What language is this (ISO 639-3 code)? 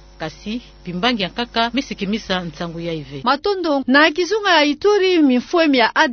ktu